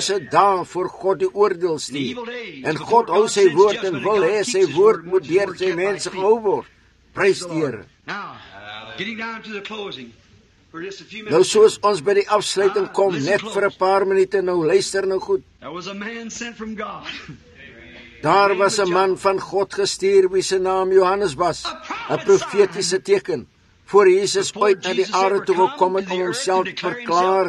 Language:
Afrikaans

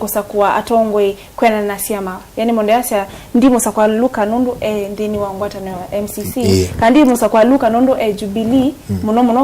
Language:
Kamba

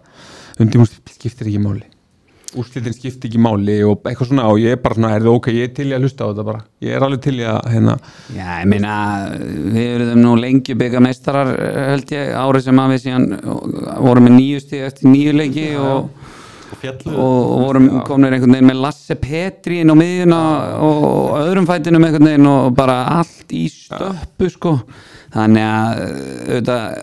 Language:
Icelandic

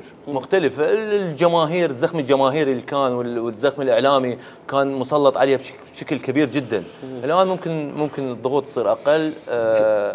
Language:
Mesopotamian Arabic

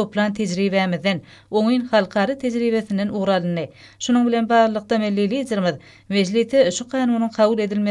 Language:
Turkmen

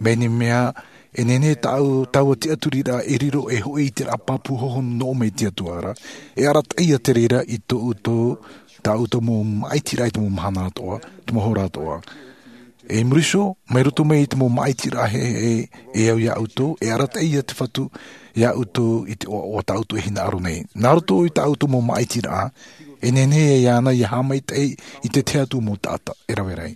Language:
Tahitian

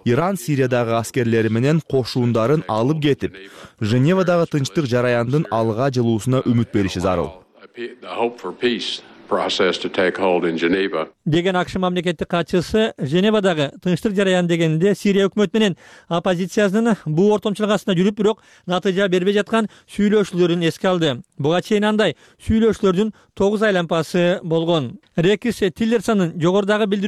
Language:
Kyrgyz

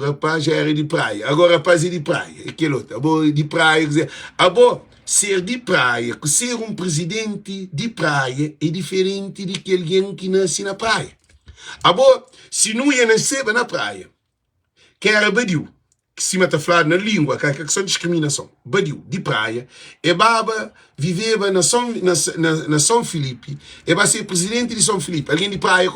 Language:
Kabuverdianu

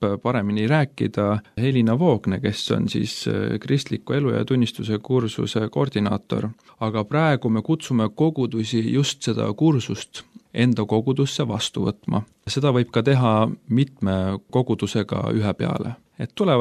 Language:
Estonian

